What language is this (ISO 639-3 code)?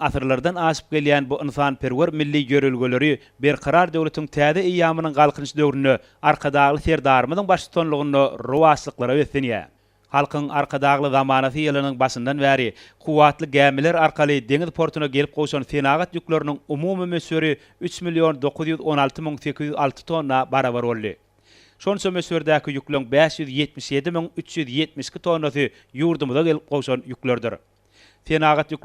tuk